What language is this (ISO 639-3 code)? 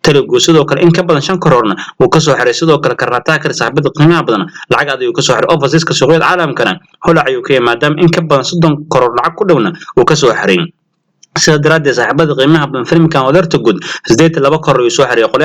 som